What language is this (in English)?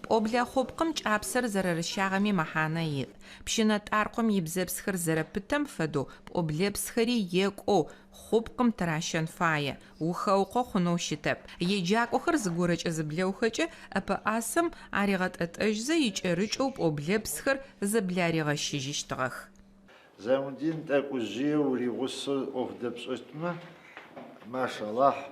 Adyghe